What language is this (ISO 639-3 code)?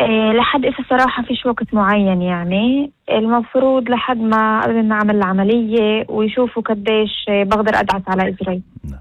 apc